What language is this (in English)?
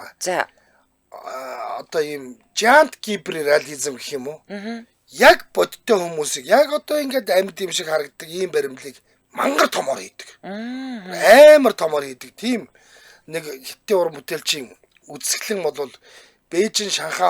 Mongolian